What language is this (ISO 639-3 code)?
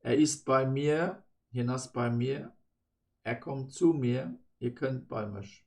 ltz